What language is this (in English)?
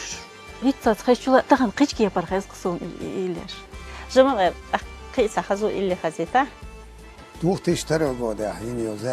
Chechen